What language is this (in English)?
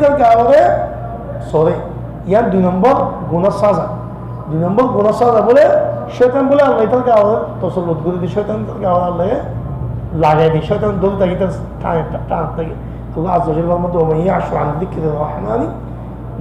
Rohingya